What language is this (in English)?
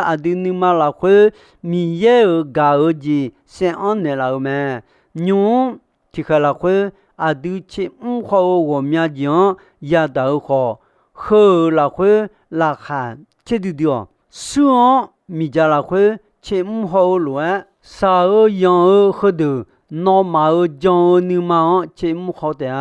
Akha